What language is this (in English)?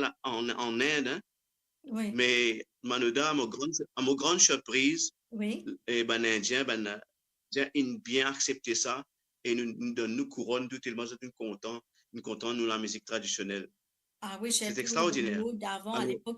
Morisyen